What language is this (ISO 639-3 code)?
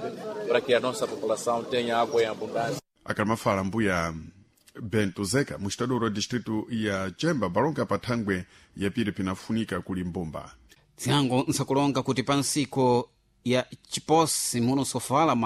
seh